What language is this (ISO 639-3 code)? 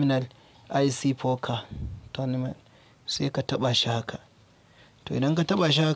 hau